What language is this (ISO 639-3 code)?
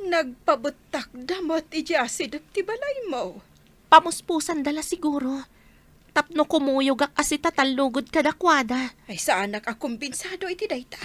ilo